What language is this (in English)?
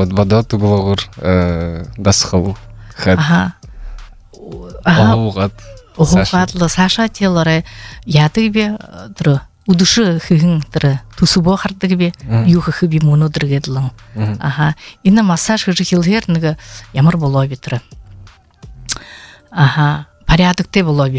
Buriat